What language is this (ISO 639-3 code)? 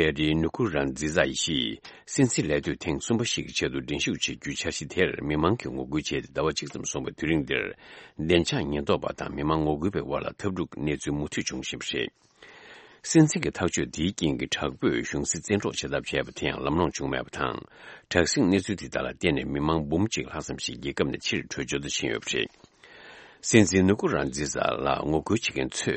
bod